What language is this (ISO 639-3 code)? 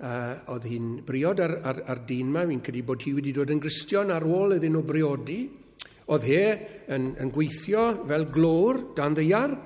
cym